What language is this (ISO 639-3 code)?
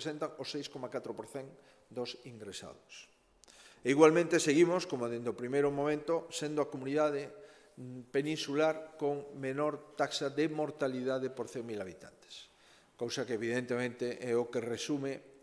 glg